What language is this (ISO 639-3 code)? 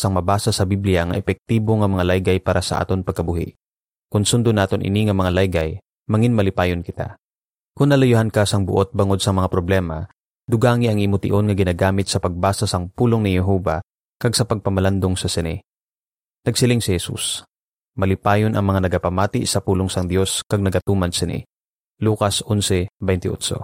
hil